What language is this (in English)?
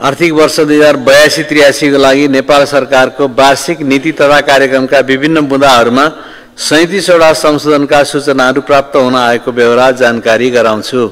Nepali